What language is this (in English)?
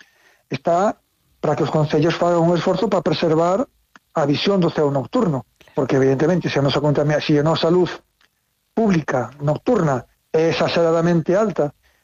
Galician